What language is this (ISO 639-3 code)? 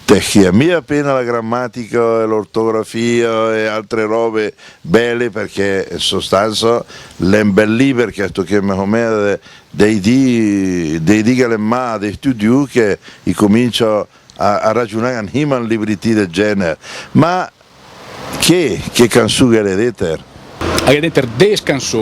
lmo